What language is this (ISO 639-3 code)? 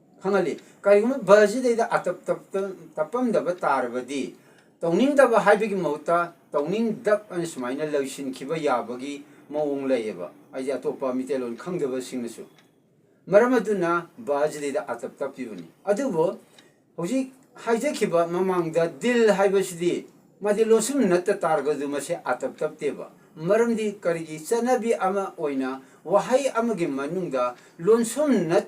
mni